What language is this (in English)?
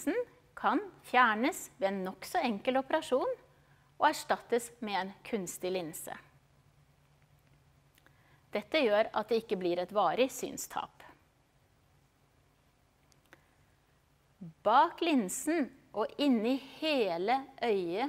Norwegian